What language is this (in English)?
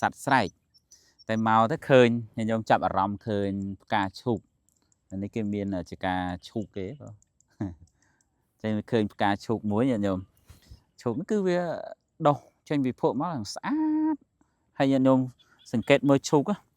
Khmer